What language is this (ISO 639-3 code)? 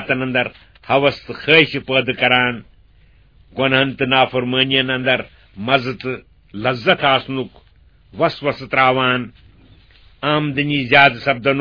kas